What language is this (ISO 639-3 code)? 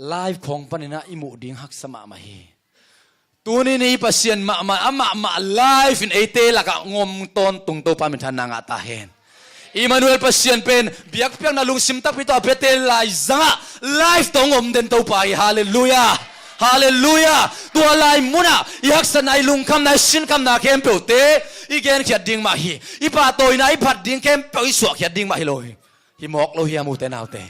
ctd